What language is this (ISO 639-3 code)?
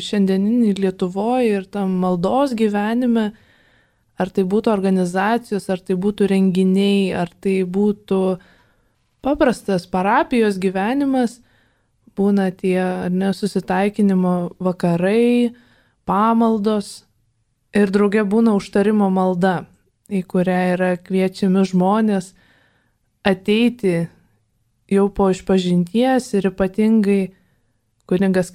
lit